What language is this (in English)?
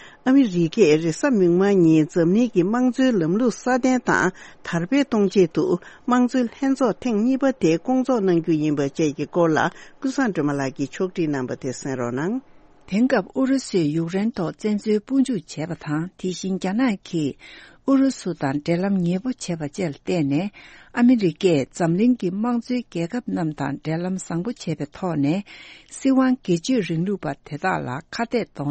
Tibetan